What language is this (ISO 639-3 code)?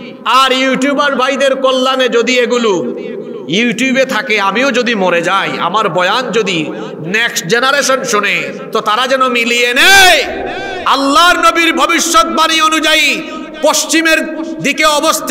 ben